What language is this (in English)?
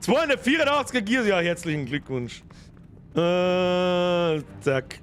Bavarian